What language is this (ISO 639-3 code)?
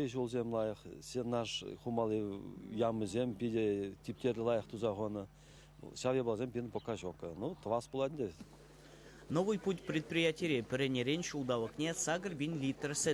chv